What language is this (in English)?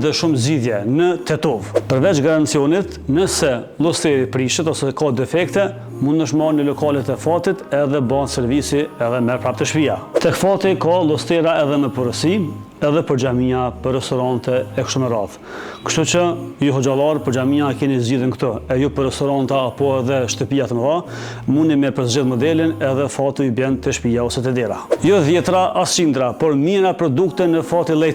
Albanian